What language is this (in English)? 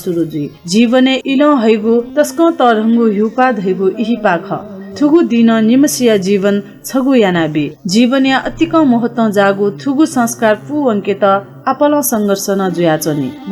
Newari